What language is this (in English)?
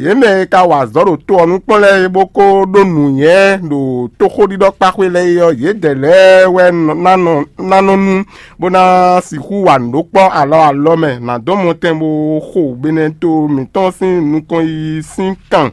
Fon